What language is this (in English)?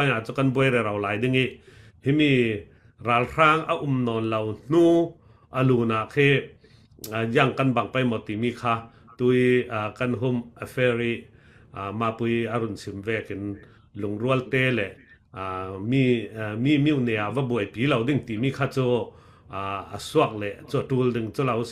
Falam Chin